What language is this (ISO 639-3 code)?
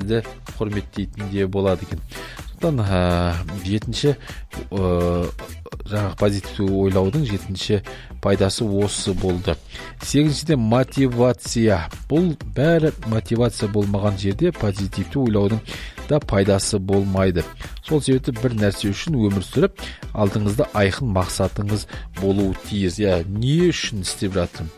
kaz